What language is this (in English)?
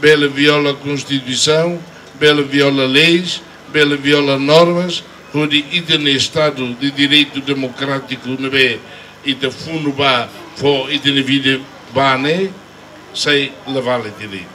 Tetum